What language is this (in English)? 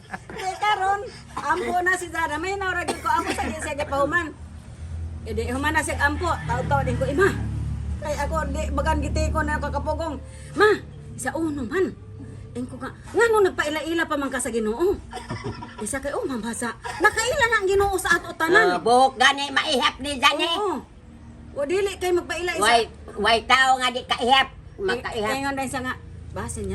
Cebuano